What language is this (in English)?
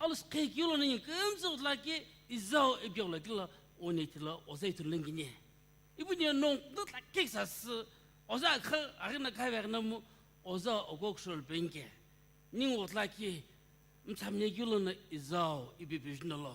Sumi Naga